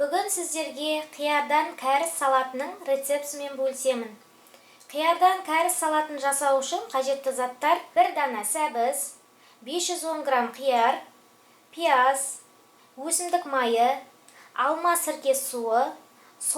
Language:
Kazakh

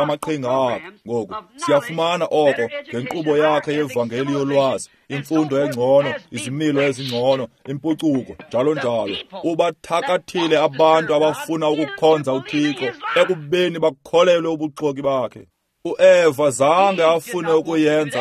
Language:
Xhosa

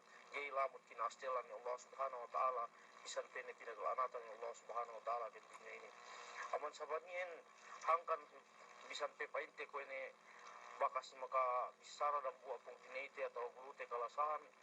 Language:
Yakan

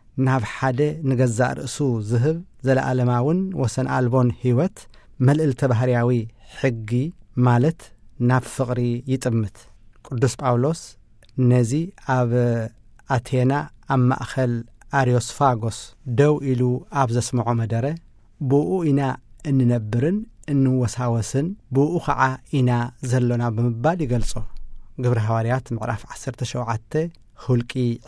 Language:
Tigrinya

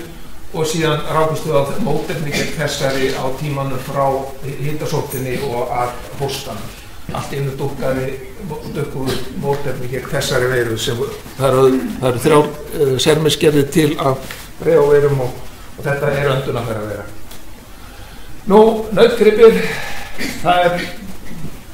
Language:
Icelandic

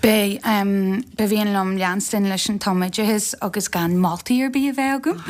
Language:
Irish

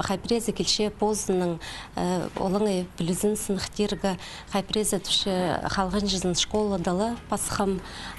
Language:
Khakas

